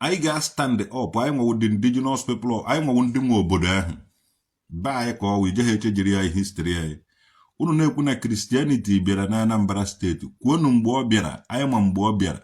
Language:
Igbo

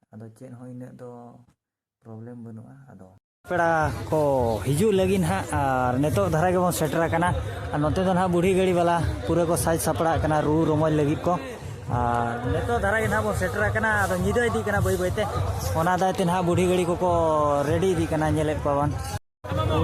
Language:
Santali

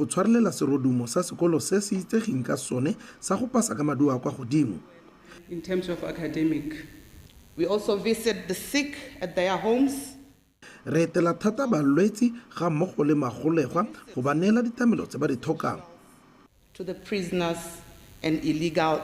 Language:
Tswana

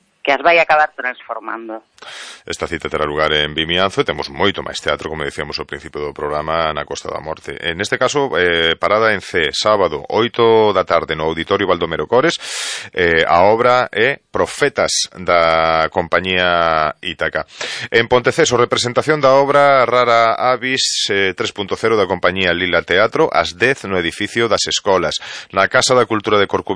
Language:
Galician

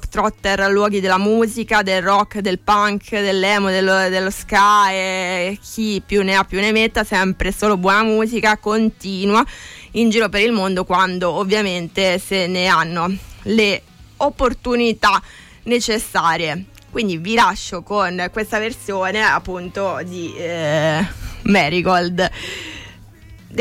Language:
Italian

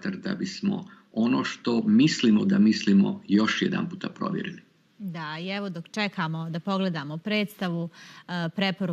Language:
Croatian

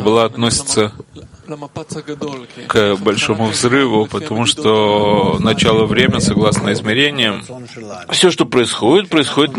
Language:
Russian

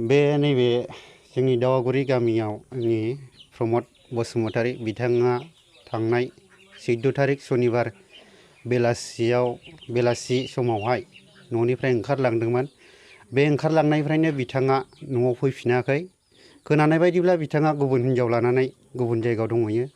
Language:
Bodo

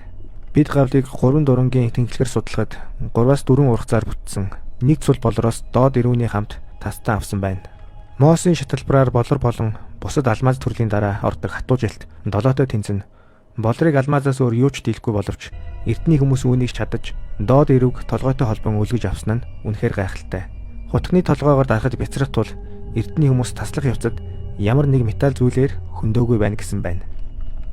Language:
Mongolian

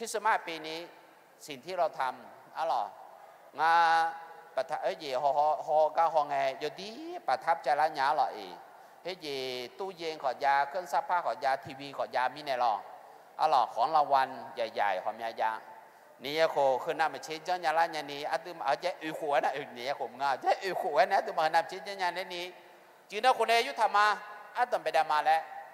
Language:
Akha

